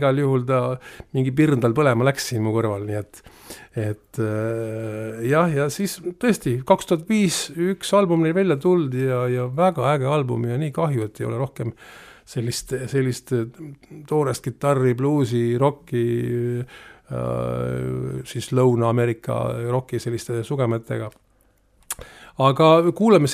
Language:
Estonian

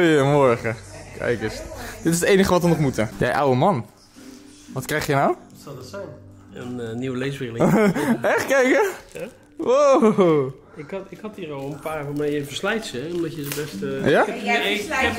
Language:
Dutch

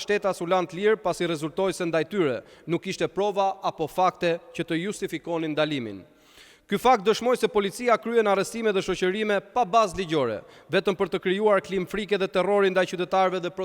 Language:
Albanian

